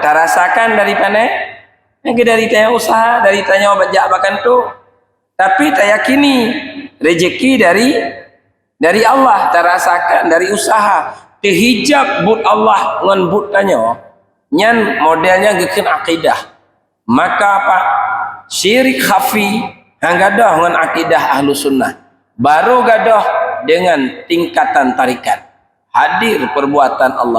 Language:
Achinese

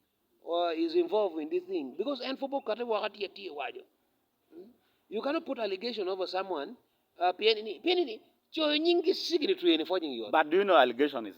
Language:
Acoli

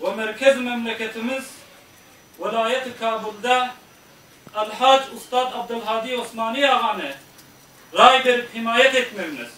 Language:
Turkmen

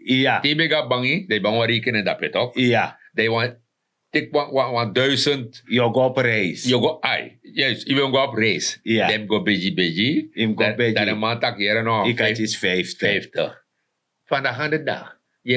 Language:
Sranan Tongo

